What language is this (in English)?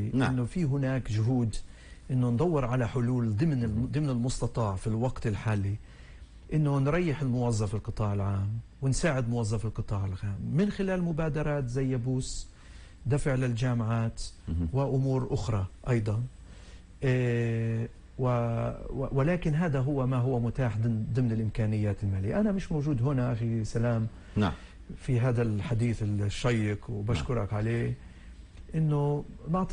North Levantine Arabic